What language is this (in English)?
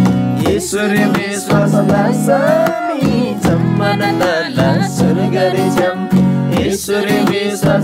Eastern Tamang